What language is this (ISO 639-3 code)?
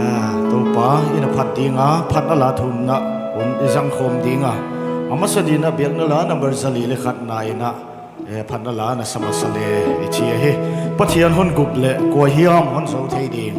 pck